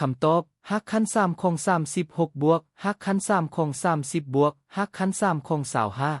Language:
Lao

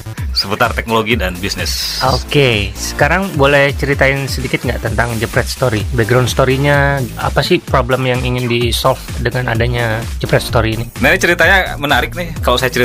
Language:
Indonesian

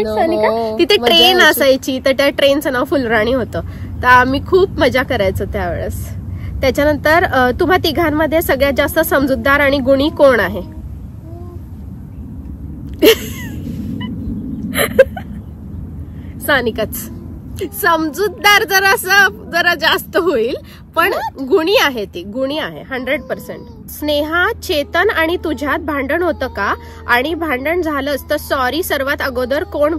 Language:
Marathi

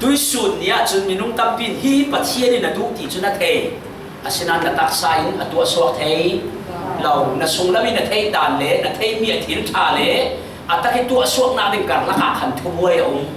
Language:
Falam Chin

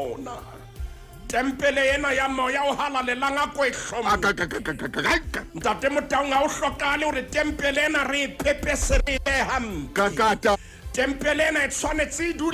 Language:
Southern Sotho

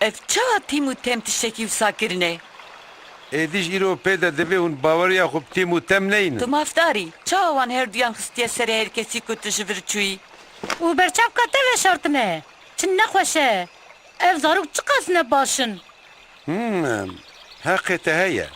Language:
Kurdish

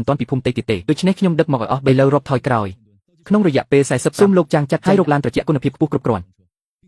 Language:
Khmer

